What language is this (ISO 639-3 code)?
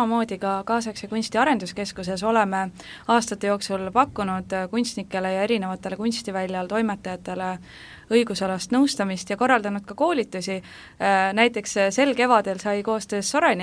est